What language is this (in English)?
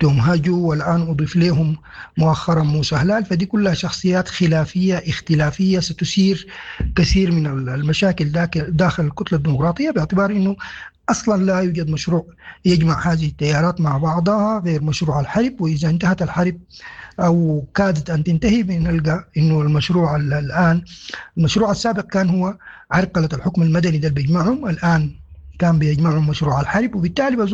Sudanese Arabic